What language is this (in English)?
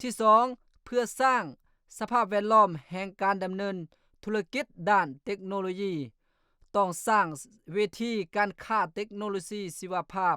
Lao